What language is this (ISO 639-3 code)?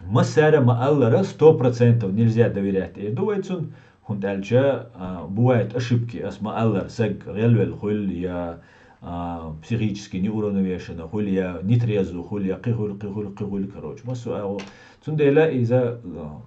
che